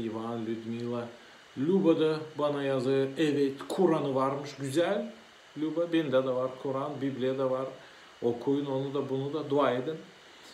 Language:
Gagauz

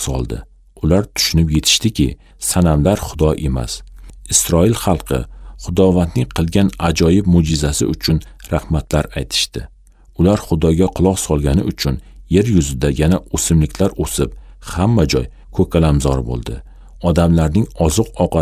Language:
Uzbek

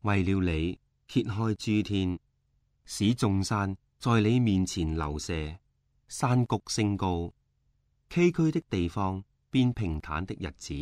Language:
Cantonese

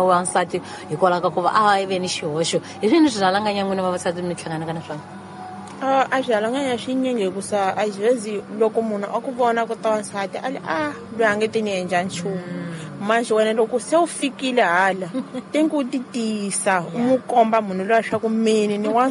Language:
Tsonga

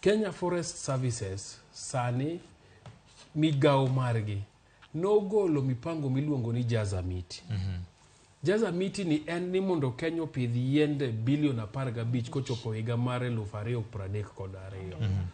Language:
Luo (Kenya and Tanzania)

